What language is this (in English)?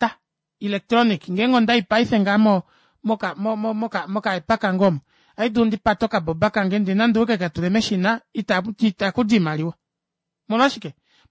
Kuanyama